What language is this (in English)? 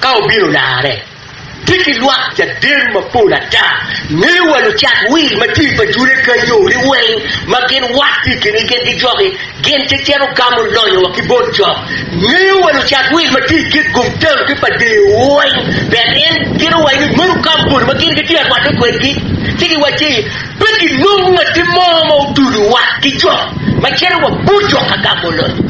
Acoli